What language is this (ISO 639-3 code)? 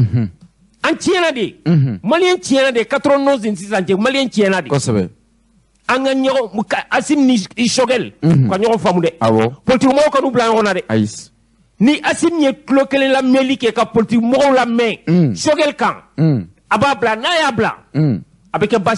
bam